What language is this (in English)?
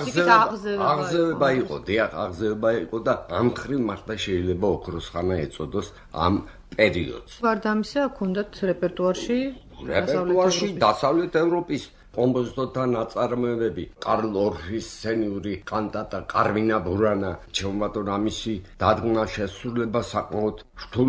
Georgian